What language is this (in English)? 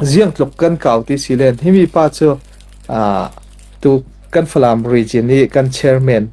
Falam Chin